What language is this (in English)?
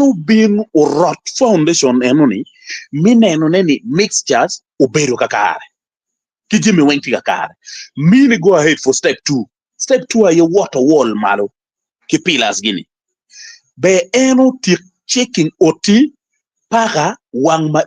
Acoli